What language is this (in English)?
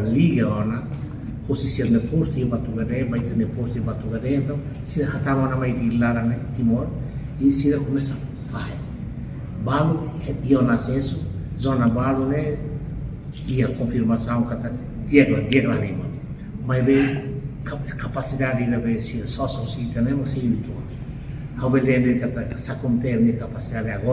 Tetum